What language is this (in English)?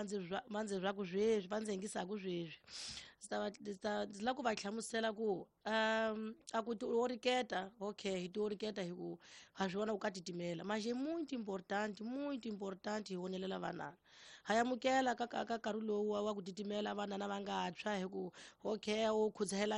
Tsonga